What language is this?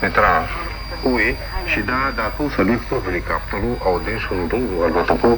Pashto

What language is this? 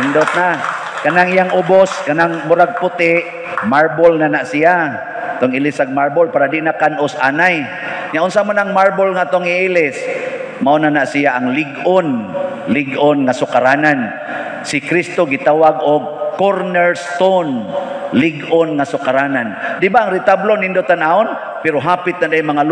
Cebuano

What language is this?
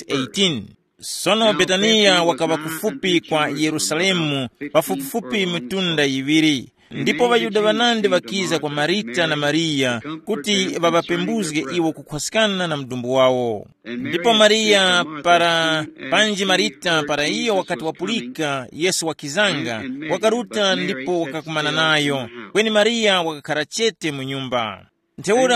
Tumbuka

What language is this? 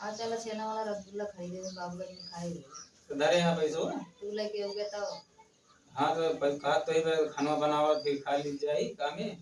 Awadhi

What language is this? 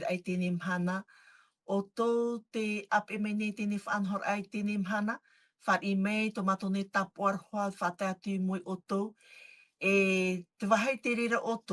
Tahitian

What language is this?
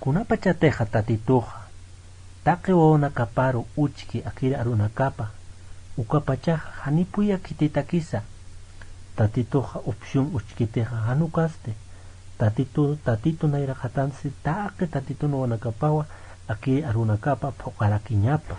Aymara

